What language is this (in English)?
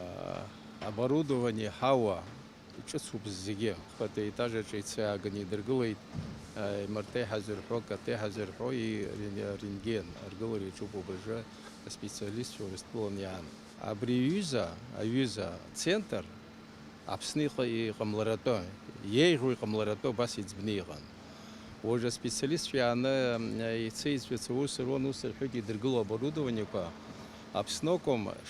Abkhazian